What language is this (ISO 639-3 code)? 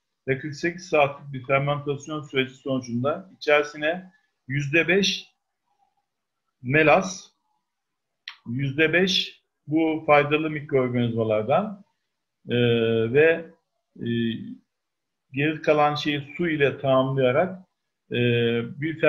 tur